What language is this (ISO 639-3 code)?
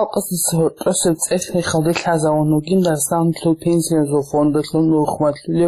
ava